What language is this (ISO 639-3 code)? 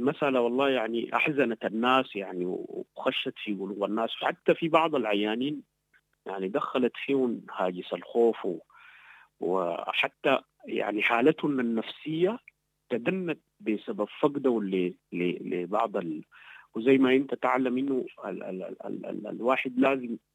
apd